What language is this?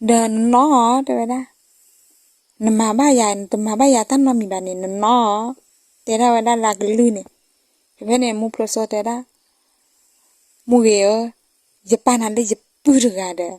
S'gaw Karen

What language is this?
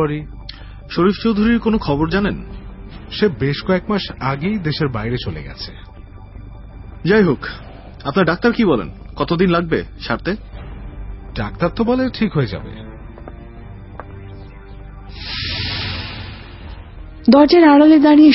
Bangla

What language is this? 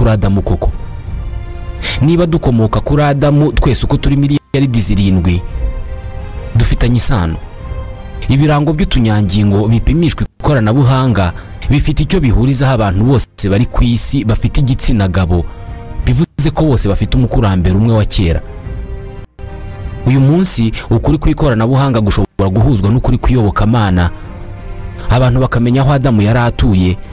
Kinyarwanda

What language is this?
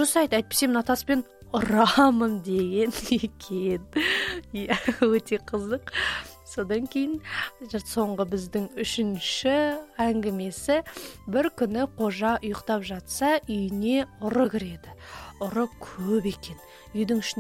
Kazakh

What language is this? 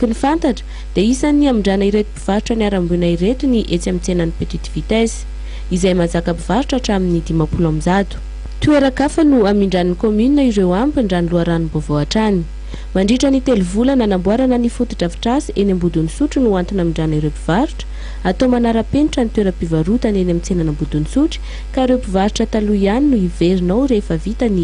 Malagasy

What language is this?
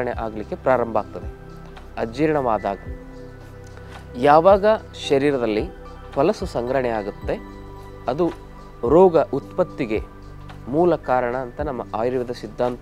Kannada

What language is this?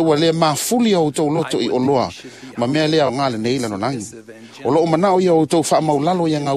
Samoan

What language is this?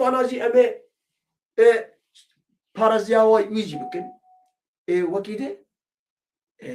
Kurdish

